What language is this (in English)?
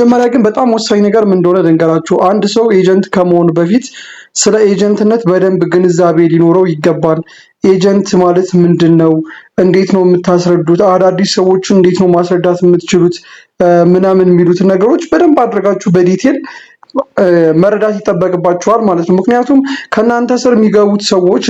Amharic